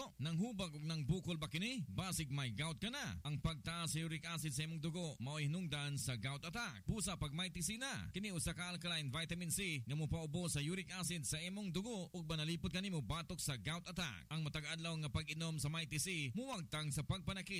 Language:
Cebuano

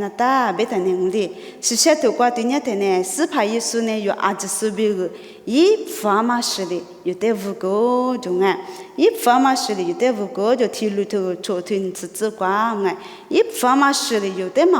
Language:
Lisu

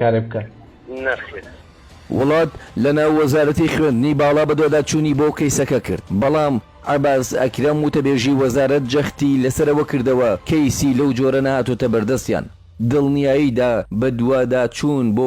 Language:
Central Kurdish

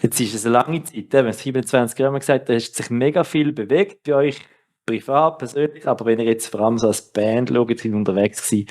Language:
Swiss German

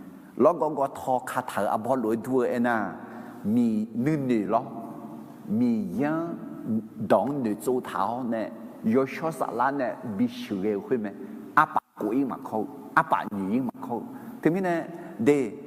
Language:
Akha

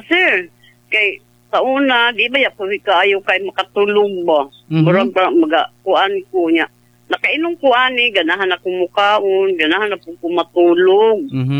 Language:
Cebuano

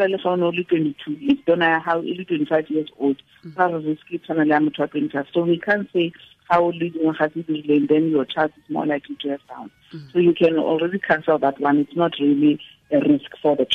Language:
Tswana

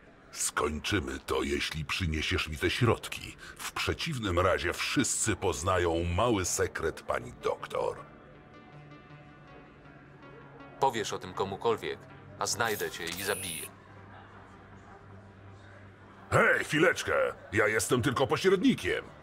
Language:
Polish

